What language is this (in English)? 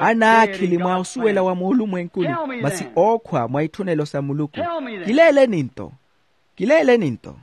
Makhuwa